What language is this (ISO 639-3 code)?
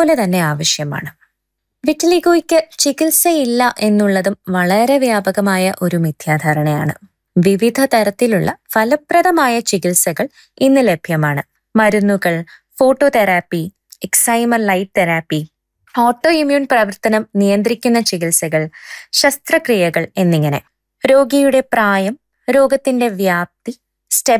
mal